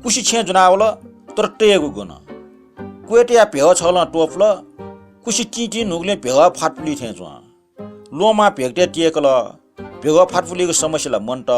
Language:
Newari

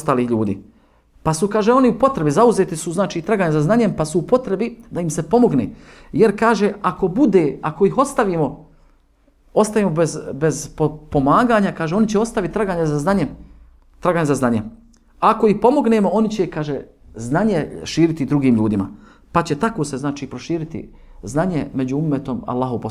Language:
Bosnian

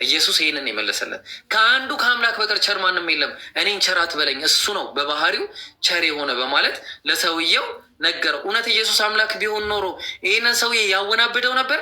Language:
Amharic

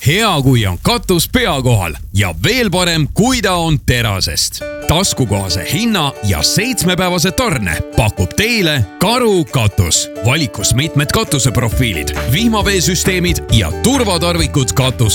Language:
Estonian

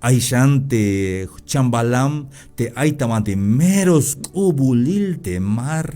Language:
Tzeltal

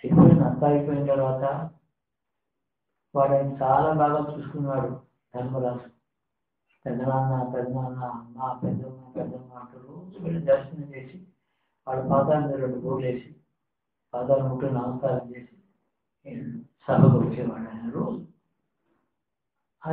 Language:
Telugu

